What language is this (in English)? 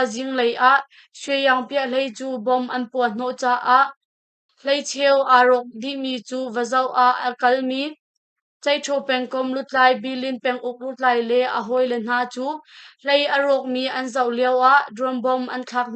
Hakha Chin